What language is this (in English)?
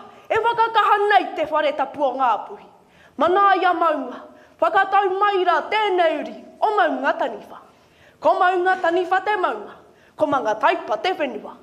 Māori